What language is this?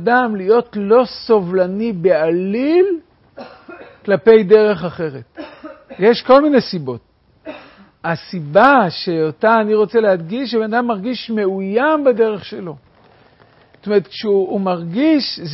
Hebrew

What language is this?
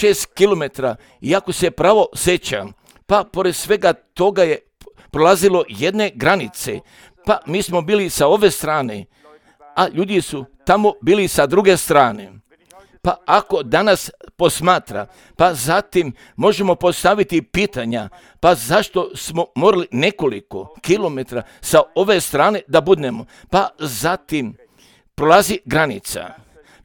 Serbian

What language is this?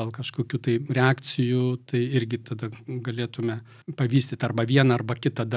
Lithuanian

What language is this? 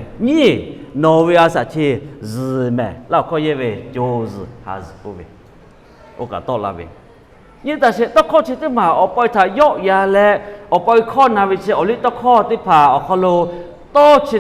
Lahu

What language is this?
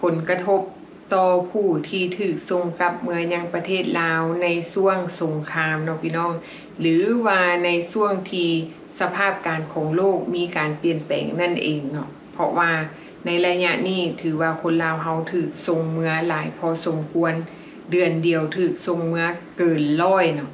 Lao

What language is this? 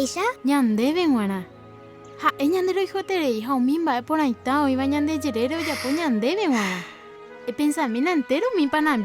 Guarani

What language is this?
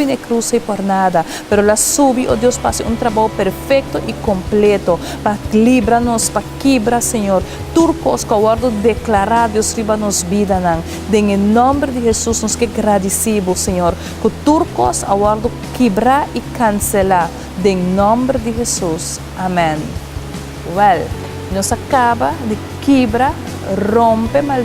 Papiamento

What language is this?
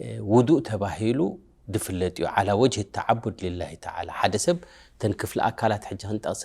Tigrinya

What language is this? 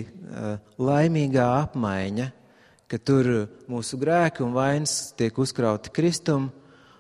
Latvian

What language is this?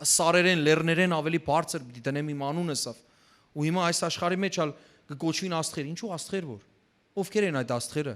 Western Armenian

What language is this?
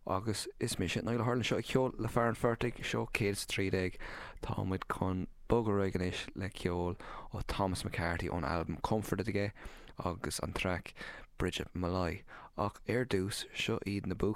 Irish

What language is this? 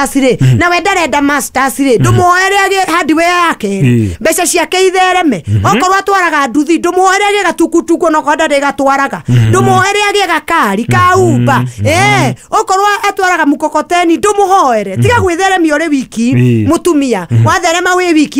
Kikuyu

